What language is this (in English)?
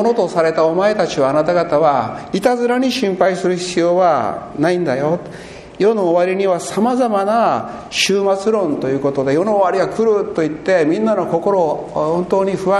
Japanese